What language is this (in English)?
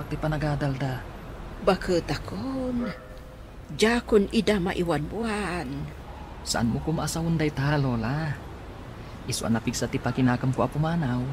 Iloko